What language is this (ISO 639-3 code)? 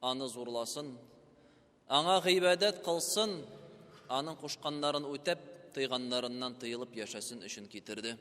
tat